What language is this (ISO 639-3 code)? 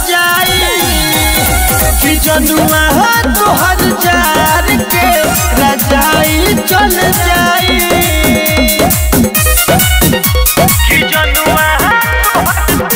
bho